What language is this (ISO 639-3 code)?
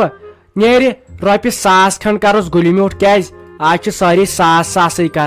kas